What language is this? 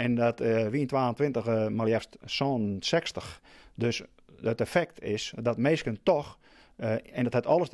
Western Frisian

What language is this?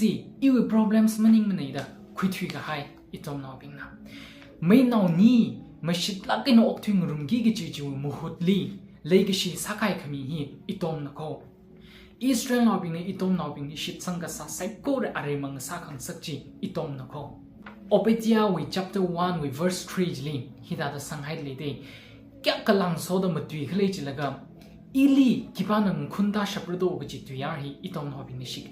Tangkhul Naga (India)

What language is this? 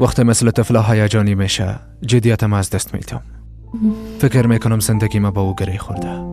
Persian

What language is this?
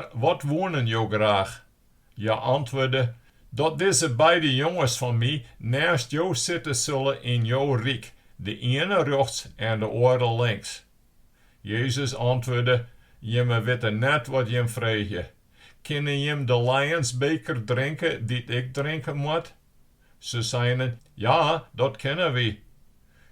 Western Frisian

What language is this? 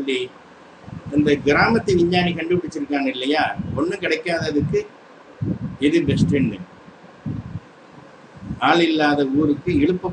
Tamil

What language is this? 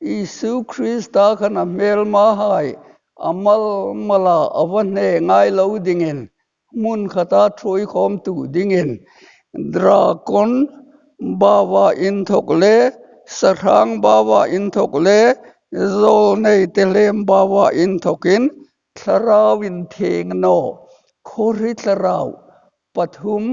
Hmar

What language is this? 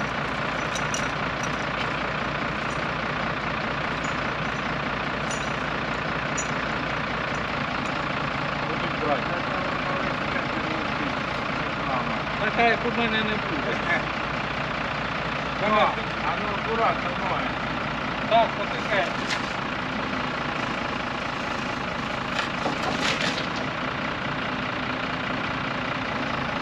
Ukrainian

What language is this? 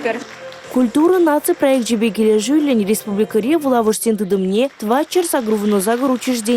Chuvash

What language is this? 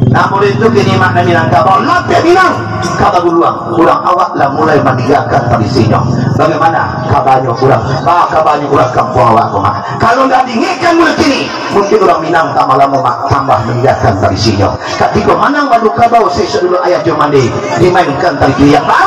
Minangkabau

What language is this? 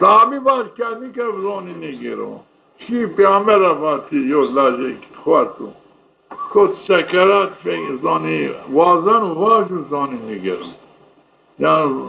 Zaza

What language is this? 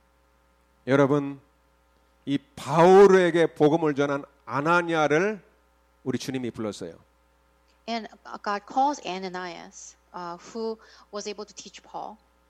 Korean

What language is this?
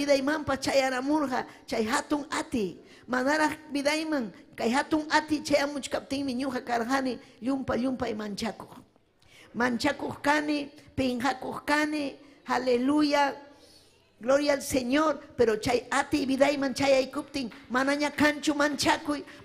Ayacucho Quechua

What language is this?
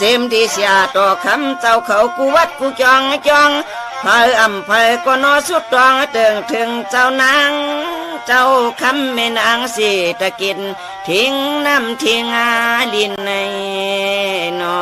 Shan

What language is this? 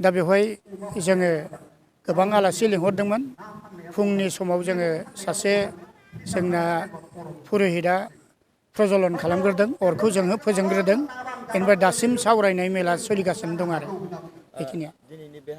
Bodo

